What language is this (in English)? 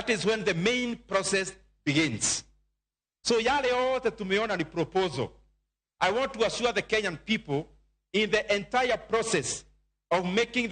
Luo (Kenya and Tanzania)